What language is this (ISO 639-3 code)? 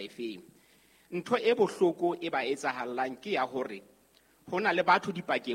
sot